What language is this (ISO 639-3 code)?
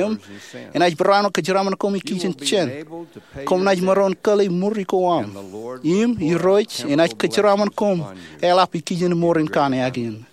mah